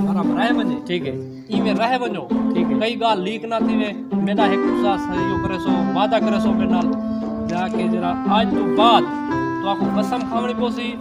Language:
Saraiki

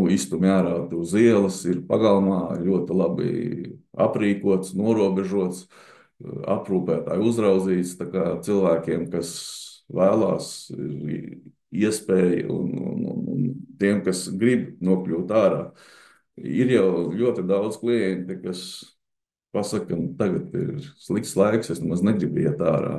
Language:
Latvian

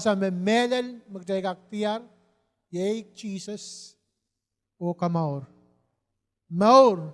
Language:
Pohnpeian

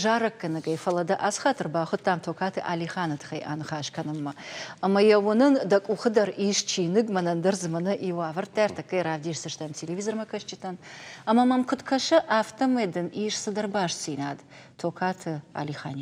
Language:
Ossetic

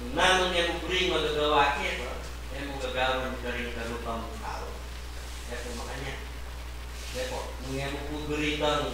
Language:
Pampanga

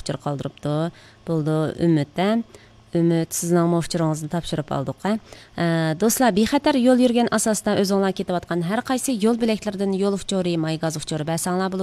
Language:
Uyghur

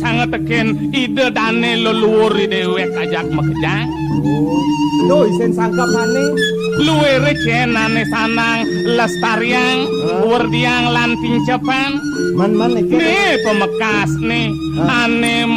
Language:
Balinese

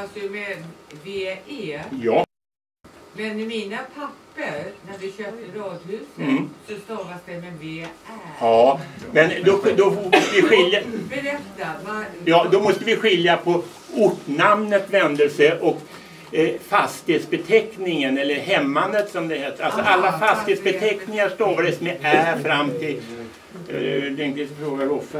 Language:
Swedish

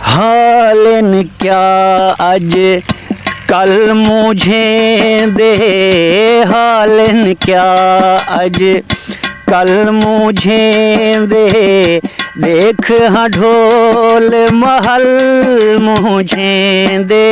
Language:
Saraiki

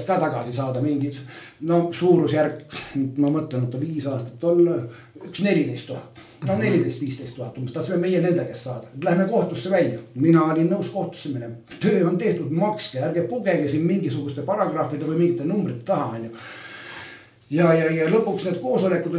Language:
Estonian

